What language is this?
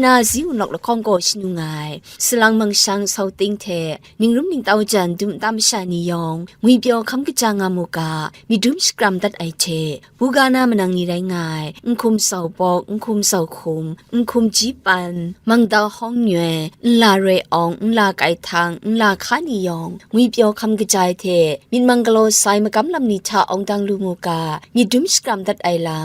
Kachin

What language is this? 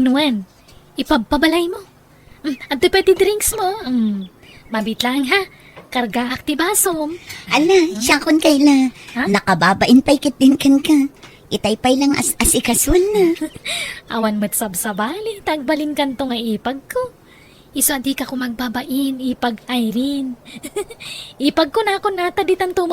Iloko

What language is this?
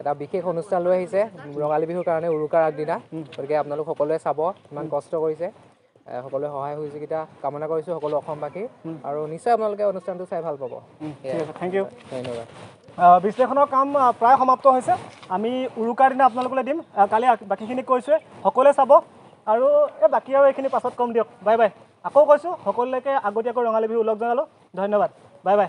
Assamese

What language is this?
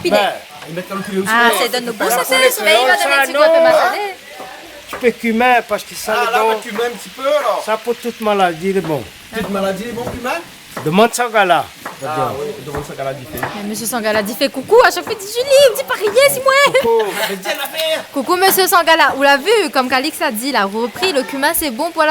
Réunion Creole French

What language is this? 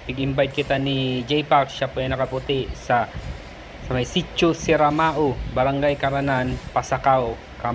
Bikol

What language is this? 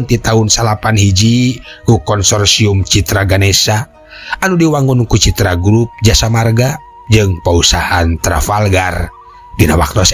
Sundanese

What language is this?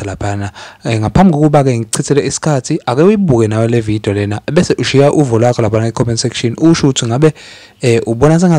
Zulu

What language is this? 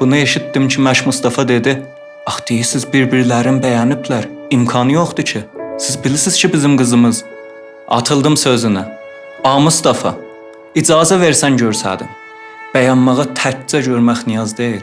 South Azerbaijani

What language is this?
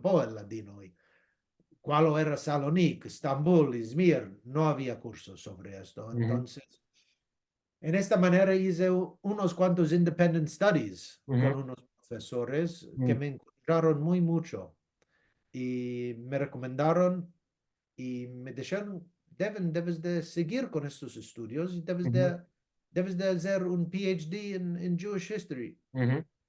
Ladino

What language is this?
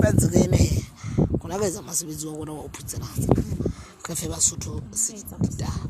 Southern Sotho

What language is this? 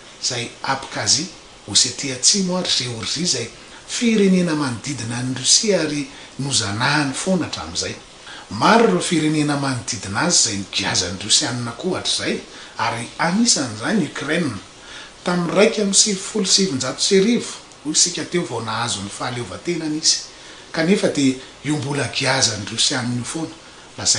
Malagasy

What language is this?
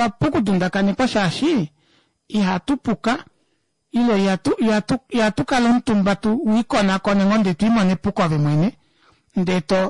Kuanyama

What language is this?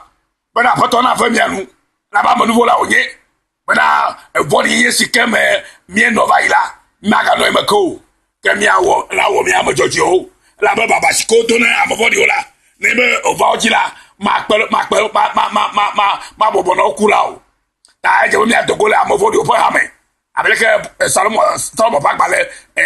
Ewe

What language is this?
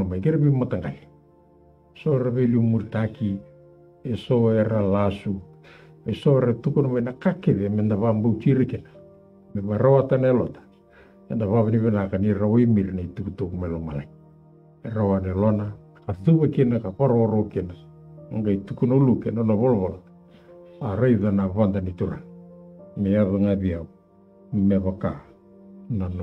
Fijian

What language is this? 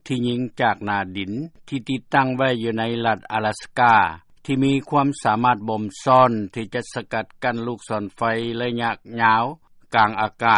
Lao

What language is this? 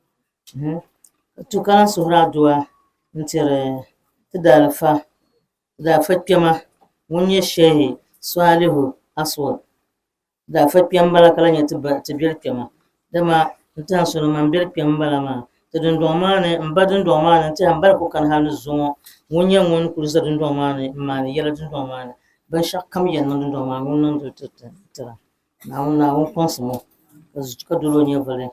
Dagbani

